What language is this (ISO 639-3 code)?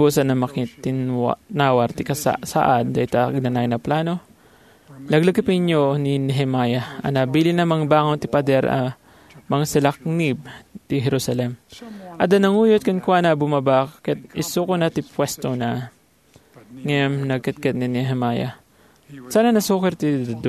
ilo